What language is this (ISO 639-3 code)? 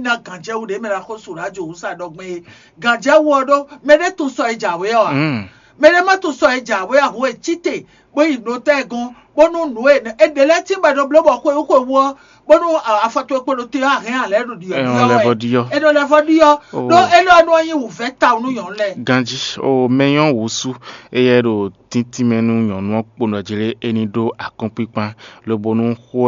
fon